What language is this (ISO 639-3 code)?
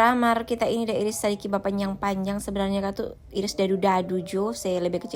xmm